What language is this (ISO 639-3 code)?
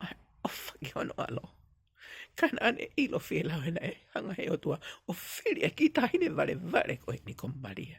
ton